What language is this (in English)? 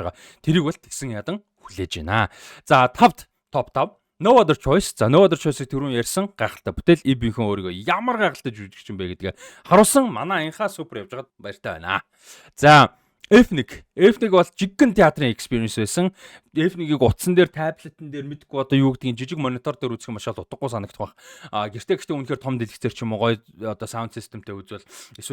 Mongolian